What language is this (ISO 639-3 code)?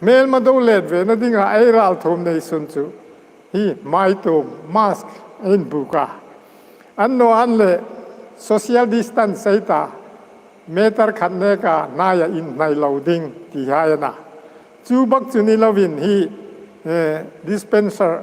hmr